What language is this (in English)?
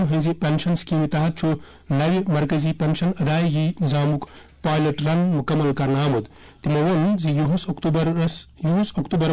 Kashmiri